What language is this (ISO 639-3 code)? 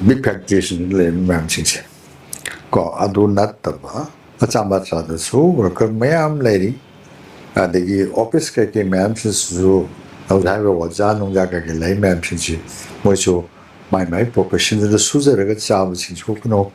mni